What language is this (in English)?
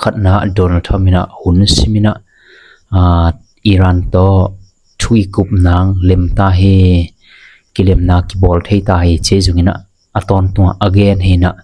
Tedim Chin